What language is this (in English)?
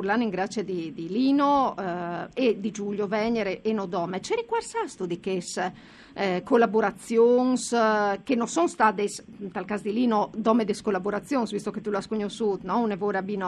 Friulian